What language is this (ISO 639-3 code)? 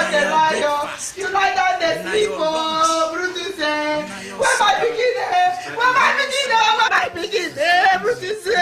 pcm